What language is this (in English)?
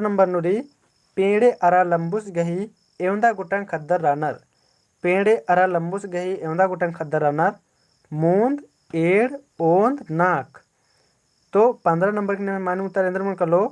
Kurukh